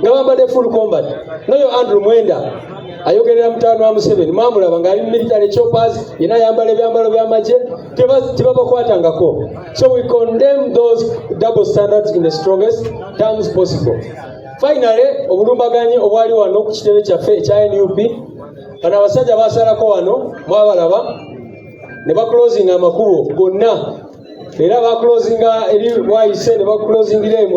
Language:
Ganda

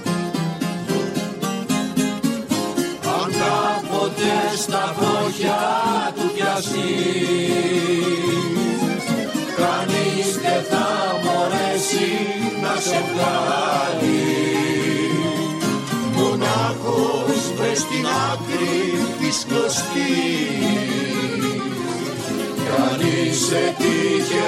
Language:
Greek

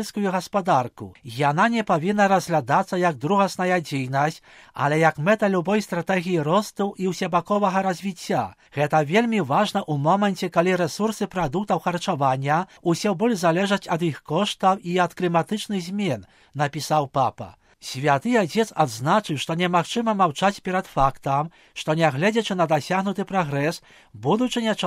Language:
Belarusian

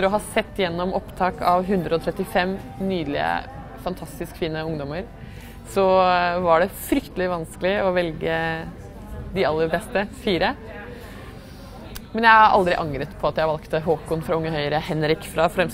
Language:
Norwegian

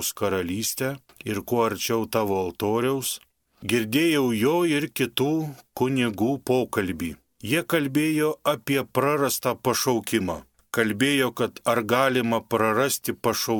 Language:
Lithuanian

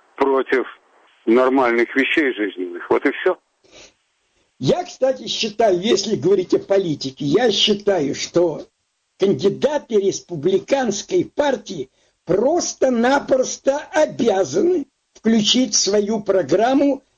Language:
Russian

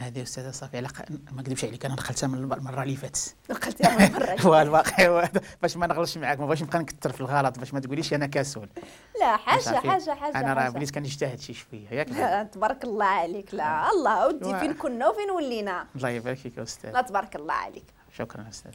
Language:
Moroccan Arabic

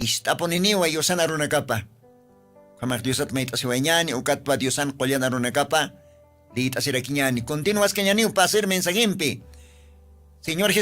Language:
Aymara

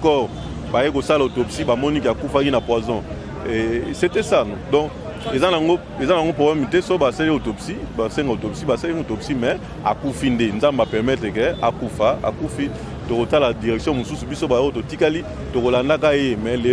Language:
Lingala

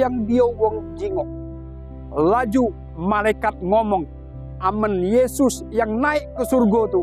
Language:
Musi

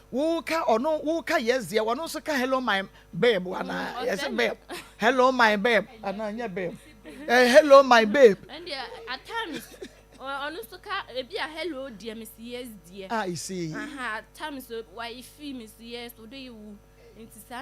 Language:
Akan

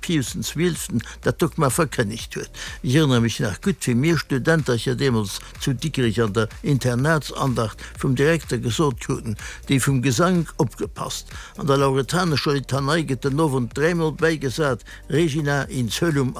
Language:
Luxembourgish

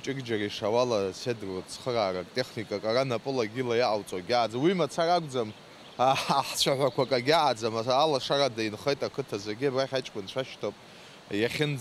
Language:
Abkhazian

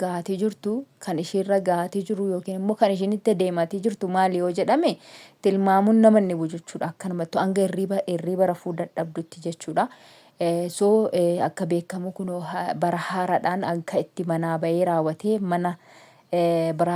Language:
Oromo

